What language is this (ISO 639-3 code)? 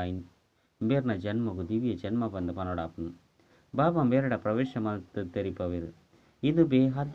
tcy